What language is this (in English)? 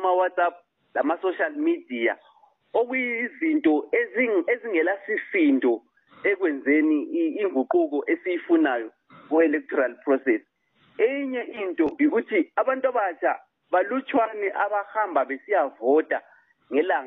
North Ndebele